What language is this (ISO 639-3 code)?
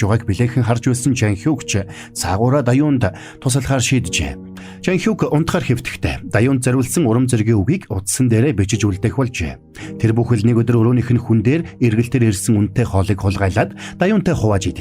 mon